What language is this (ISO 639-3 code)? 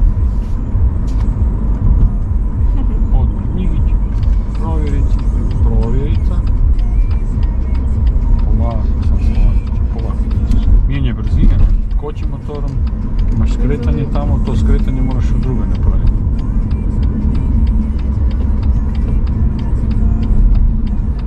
hrv